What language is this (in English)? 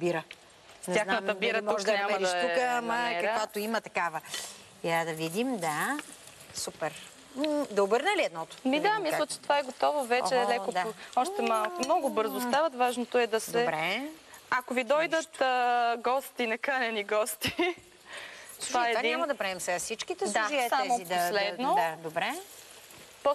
Bulgarian